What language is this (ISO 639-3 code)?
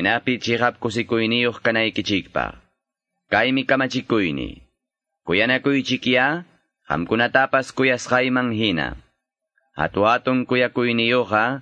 que